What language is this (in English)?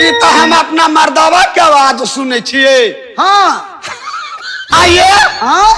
Maithili